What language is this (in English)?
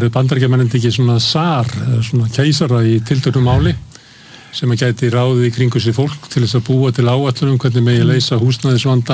Icelandic